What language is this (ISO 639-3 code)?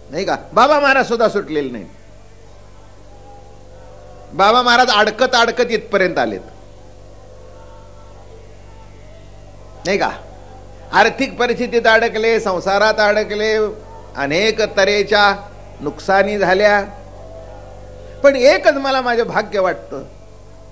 mar